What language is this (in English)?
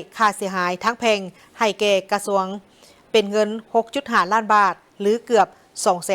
Lao